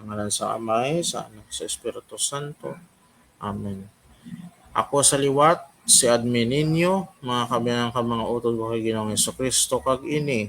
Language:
Hiligaynon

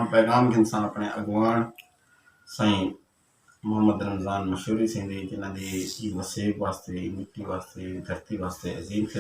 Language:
Saraiki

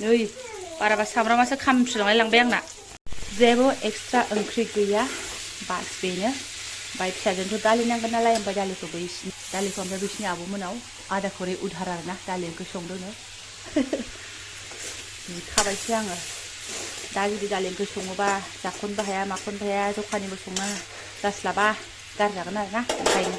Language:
Bodo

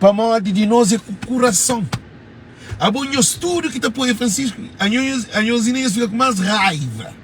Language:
Kabuverdianu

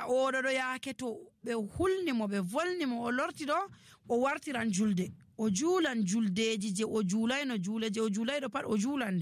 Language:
Nigerian Fulfulde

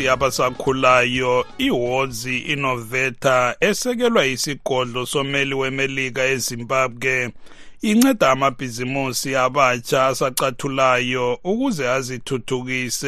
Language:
North Ndebele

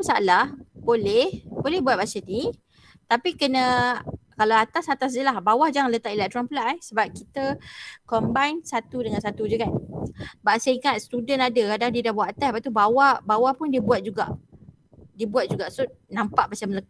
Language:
Malay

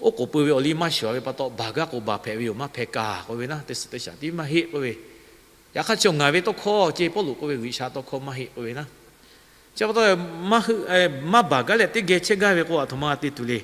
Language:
Lahu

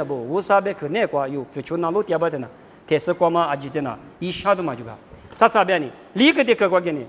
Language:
Lisu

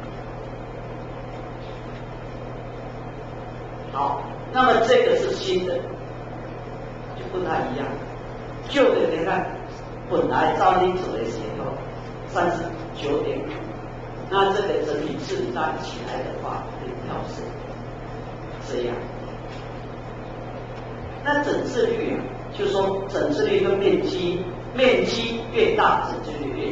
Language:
Chinese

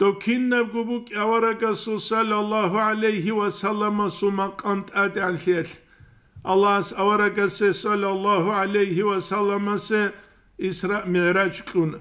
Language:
Avaric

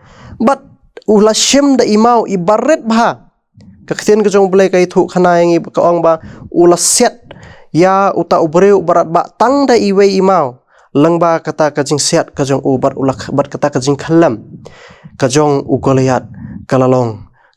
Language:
Khasi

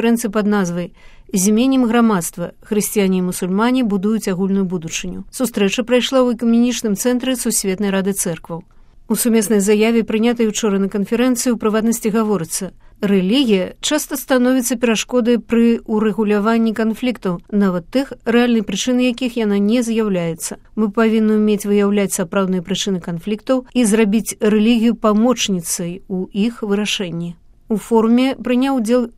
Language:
Belarusian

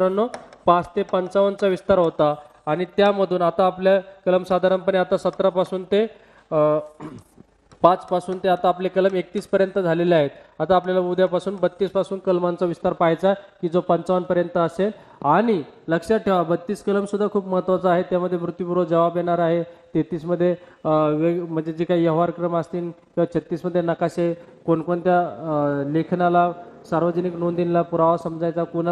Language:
Marathi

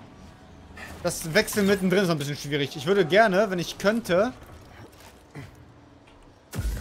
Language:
German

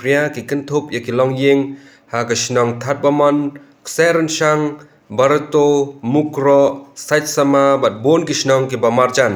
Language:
Khasi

